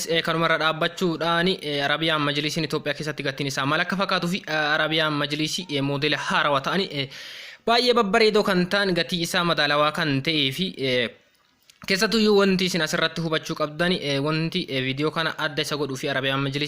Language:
Oromo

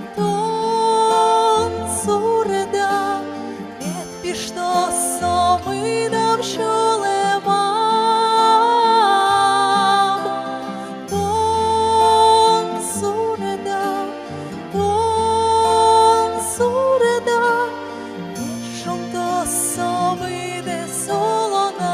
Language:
Udmurt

